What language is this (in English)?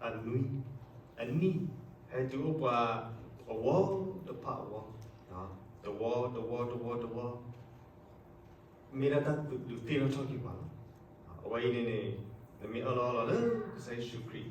S'gaw Karen